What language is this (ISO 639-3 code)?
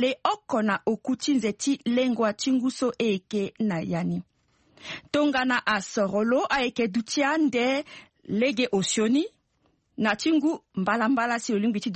sag